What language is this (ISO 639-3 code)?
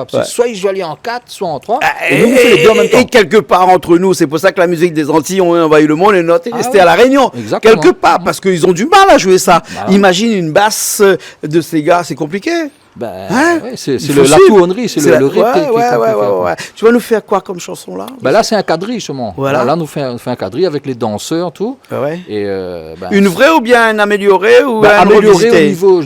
rcf